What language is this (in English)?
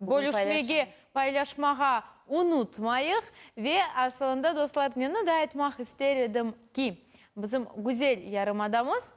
Crimean Tatar